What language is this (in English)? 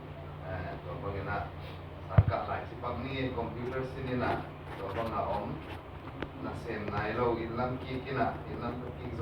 Tedim Chin